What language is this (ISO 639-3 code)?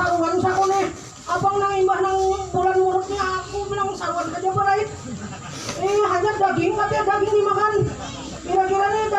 bjn